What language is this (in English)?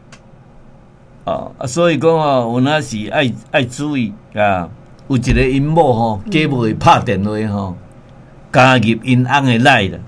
Min Nan Chinese